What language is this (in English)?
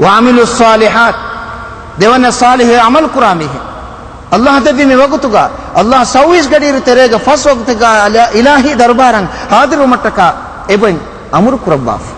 Divehi